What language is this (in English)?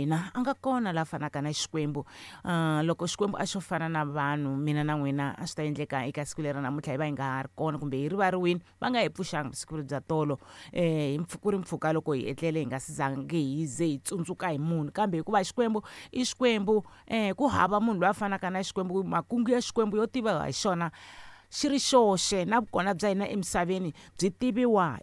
Tsonga